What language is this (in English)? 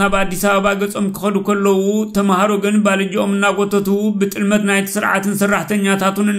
Tigrinya